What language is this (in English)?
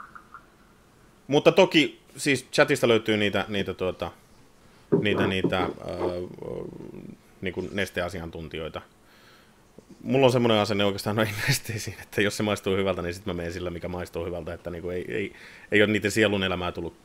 Finnish